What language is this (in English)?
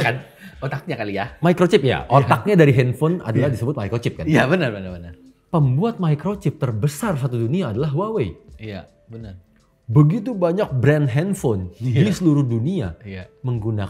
Indonesian